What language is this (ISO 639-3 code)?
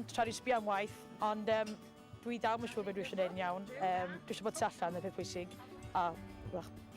cym